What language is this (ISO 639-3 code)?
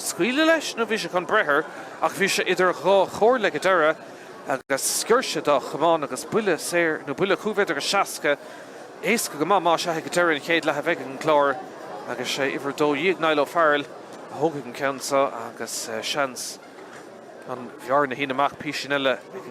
gle